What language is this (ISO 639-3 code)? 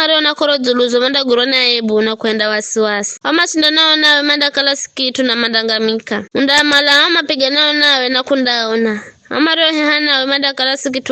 nyf